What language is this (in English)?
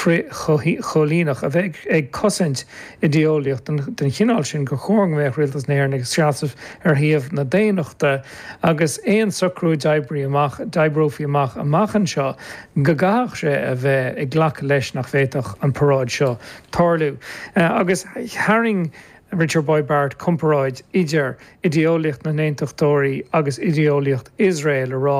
Irish